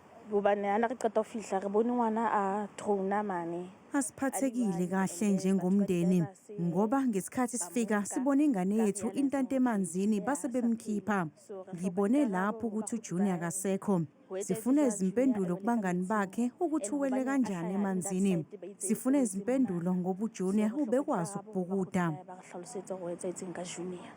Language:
Zulu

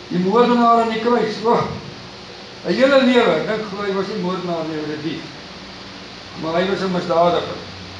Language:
Afrikaans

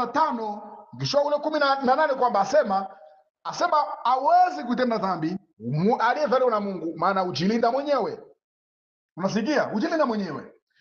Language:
Swahili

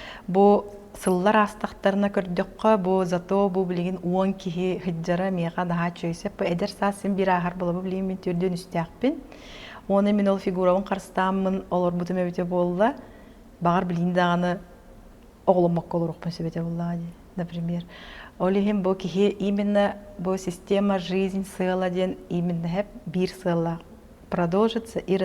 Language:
Yakut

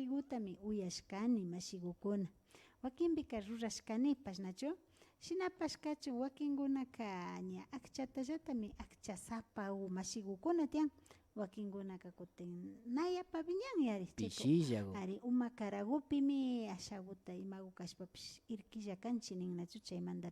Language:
Imbabura Highland Quichua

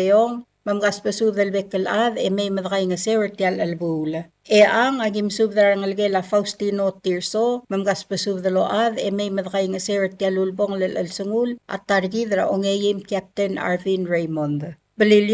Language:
Palauan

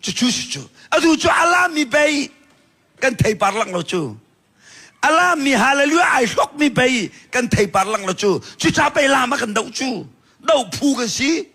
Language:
Hakha Chin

